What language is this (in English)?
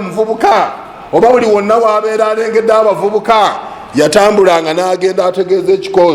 Ganda